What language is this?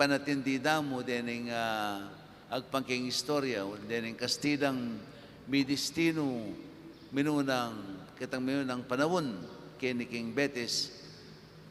Pampanga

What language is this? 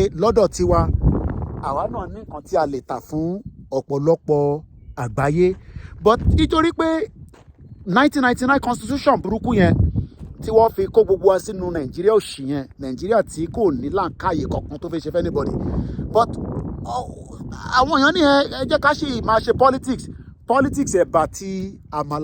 Yoruba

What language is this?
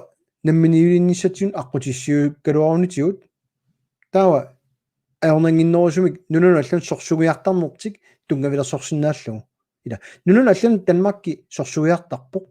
Kalaallisut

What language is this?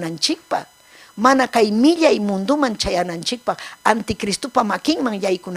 Ayacucho Quechua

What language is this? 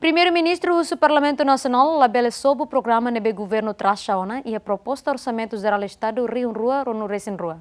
Tetum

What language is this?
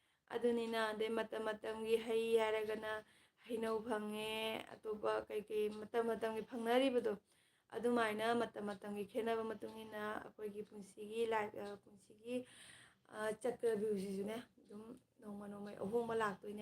Manipuri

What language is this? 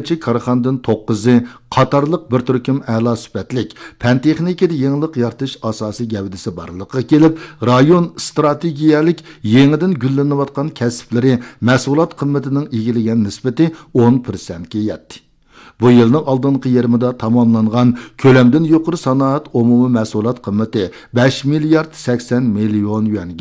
Uyghur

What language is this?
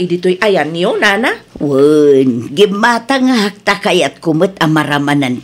Iloko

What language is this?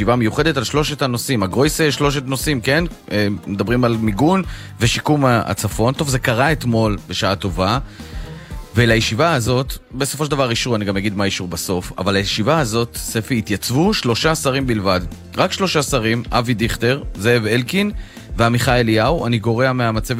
Hebrew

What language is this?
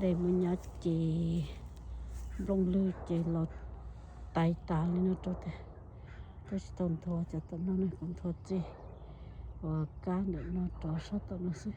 Hmong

